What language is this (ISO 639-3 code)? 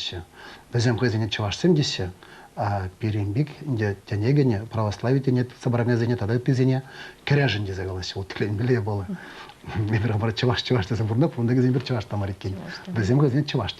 chv